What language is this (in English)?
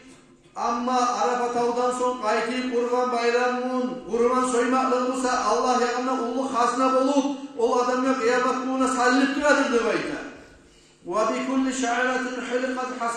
Kumyk